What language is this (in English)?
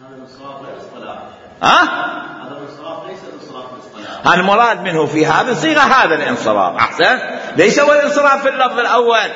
Mesopotamian Arabic